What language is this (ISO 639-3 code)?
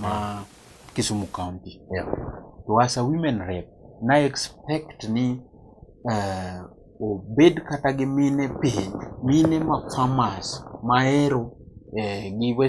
luo